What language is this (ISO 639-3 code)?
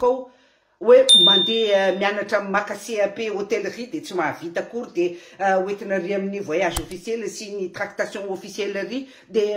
mlg